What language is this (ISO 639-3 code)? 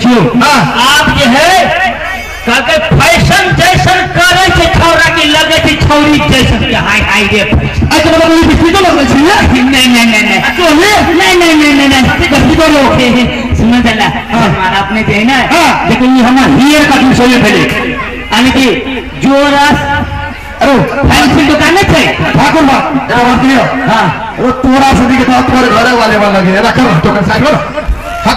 mai